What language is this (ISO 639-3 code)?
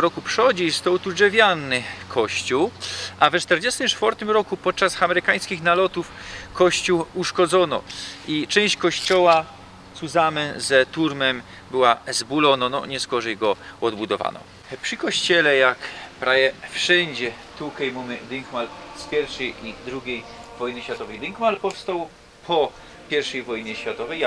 szl